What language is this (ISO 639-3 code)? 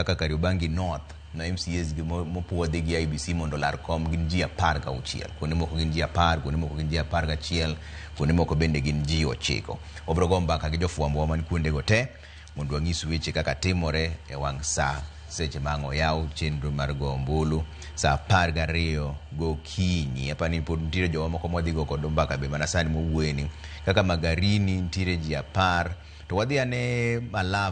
luo